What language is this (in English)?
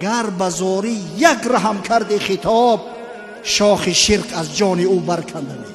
Tajik